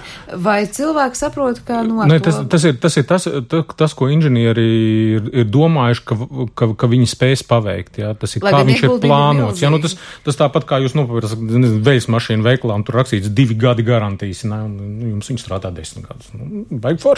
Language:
Latvian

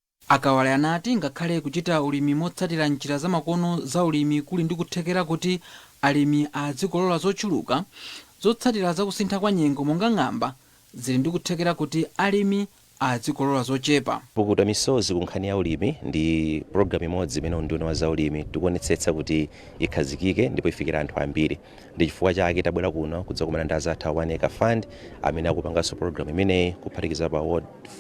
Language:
Nyanja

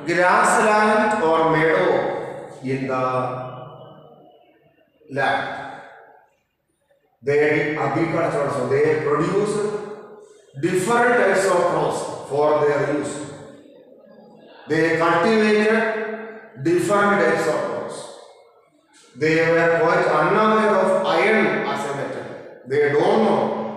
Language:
English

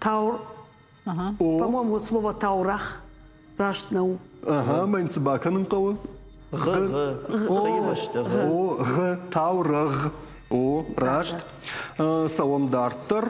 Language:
Ossetic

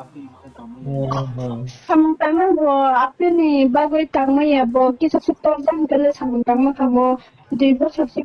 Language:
Riang (India)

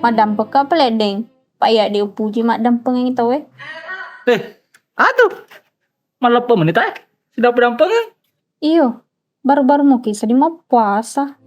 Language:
Buginese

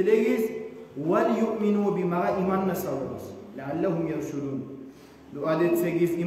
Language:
Kumyk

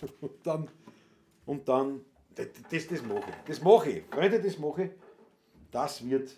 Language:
Bavarian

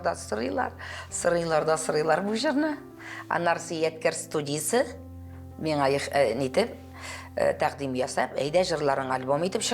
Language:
Tatar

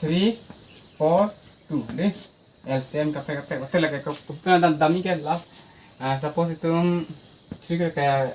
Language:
Karbi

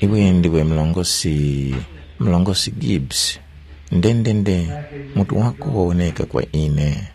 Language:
Tumbuka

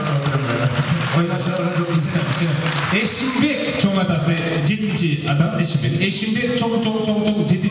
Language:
Kyrgyz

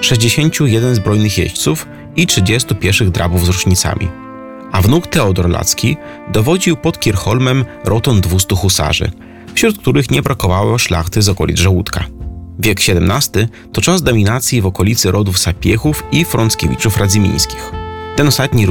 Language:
Polish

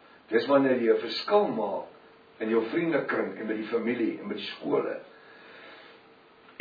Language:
Afrikaans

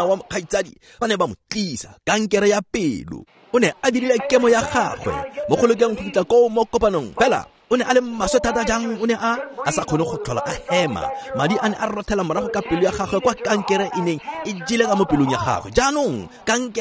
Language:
Tswana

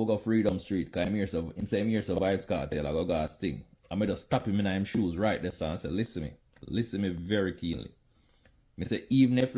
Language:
Jamaican Creole English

